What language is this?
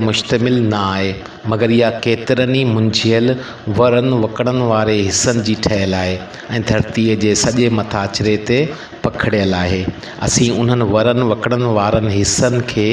Sindhi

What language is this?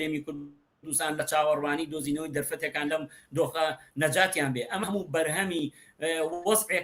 Central Kurdish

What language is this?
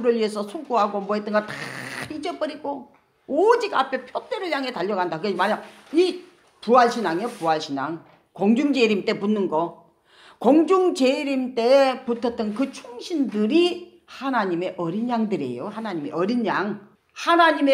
Korean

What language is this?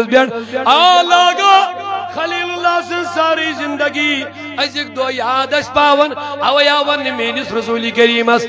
Kashmiri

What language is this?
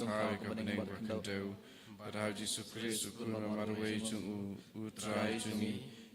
Khasi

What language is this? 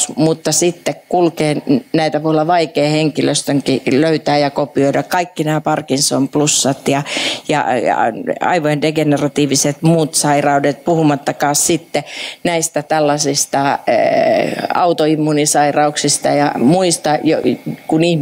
Finnish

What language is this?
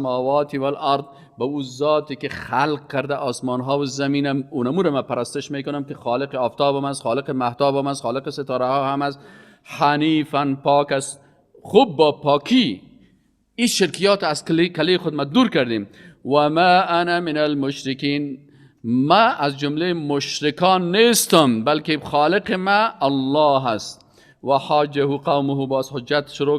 Persian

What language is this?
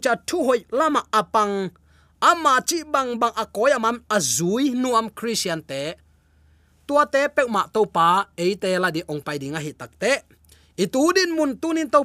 Tedim Chin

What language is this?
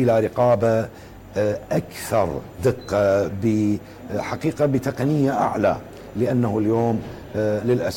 Mesopotamian Arabic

